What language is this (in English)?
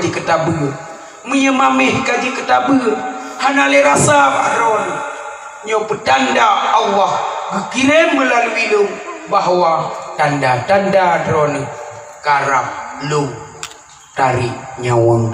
Achinese